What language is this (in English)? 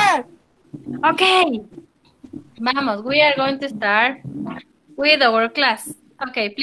Spanish